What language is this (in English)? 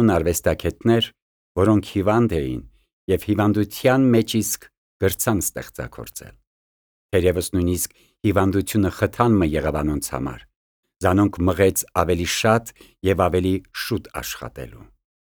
Armenian